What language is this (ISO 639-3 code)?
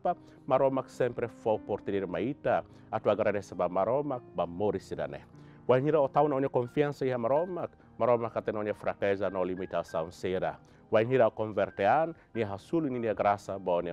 tet